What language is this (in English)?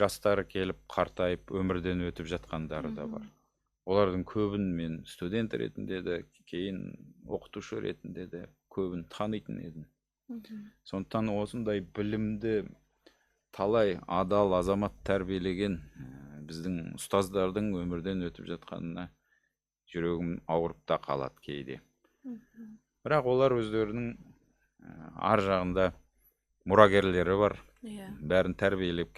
Kazakh